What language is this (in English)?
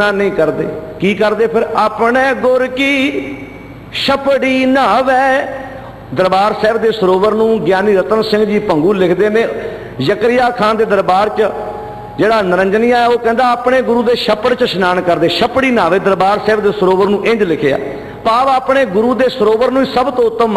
Punjabi